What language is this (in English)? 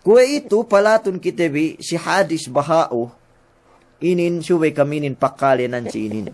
Yakan